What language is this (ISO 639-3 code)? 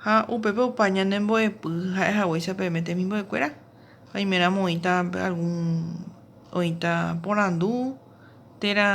grn